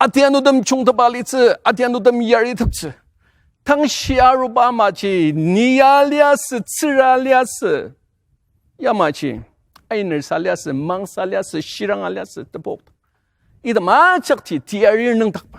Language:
Ao Naga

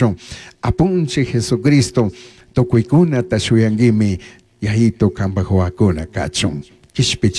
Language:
Chimborazo Highland Quichua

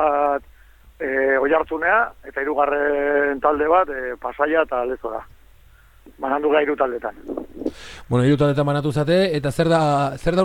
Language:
Basque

